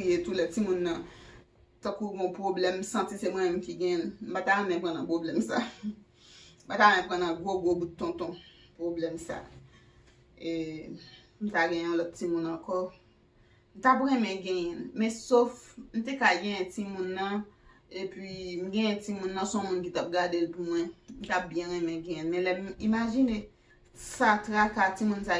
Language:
Haitian Creole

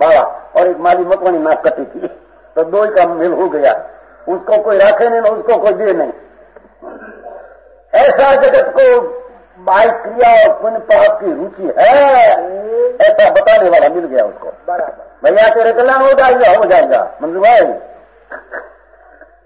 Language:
Hindi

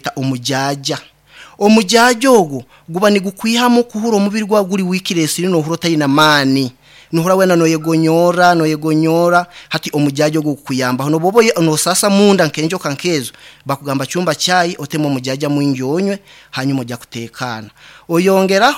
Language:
Nyankole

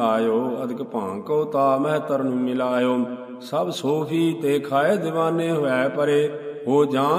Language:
Punjabi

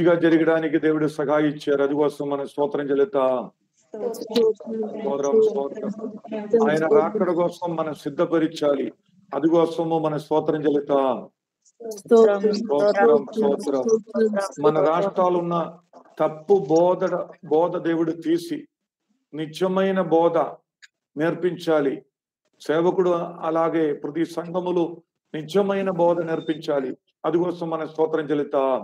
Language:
Telugu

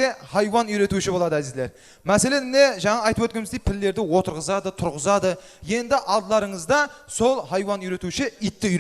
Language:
Kara-Kalpak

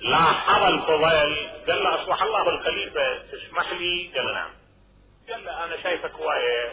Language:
Mesopotamian Arabic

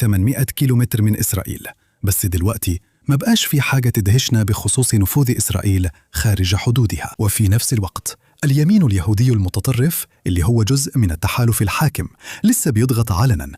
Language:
Egyptian Arabic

